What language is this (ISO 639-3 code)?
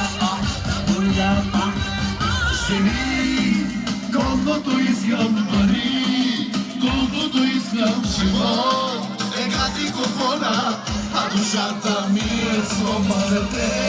bul